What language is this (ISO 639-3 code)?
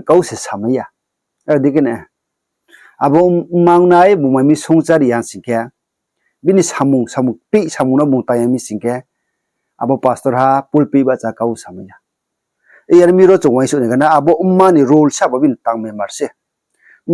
ria